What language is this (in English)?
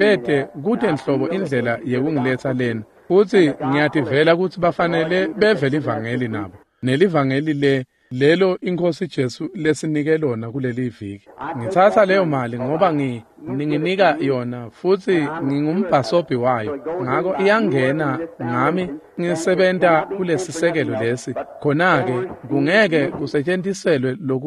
Swati